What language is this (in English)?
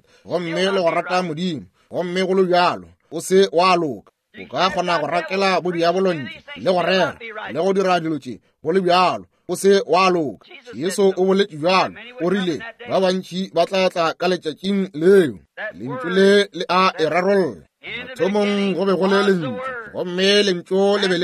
Northern Sotho